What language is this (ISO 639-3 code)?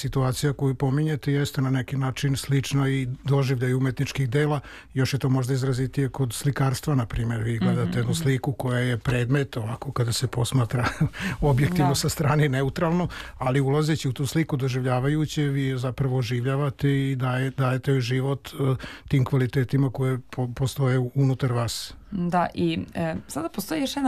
srp